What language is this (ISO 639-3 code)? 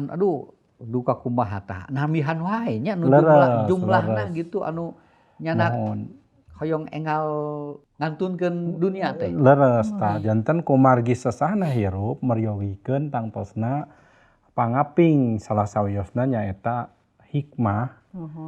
sun